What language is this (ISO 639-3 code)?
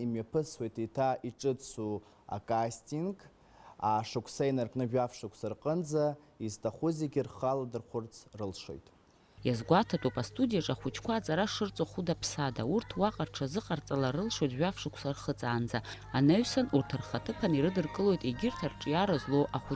abk